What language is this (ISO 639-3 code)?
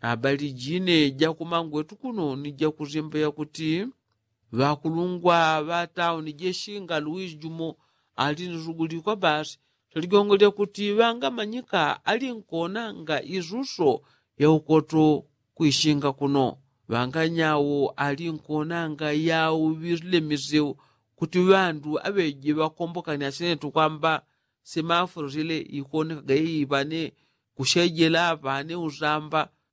yao